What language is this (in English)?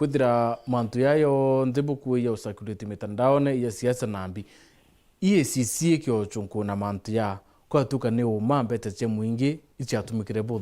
Meru